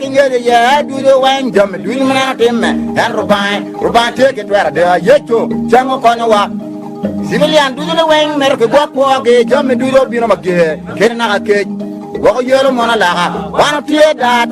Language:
Acoli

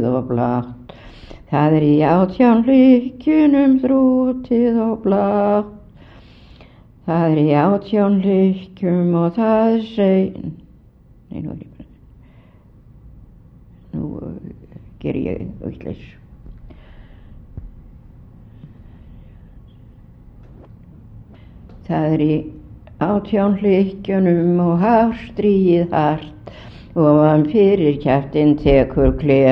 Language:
Icelandic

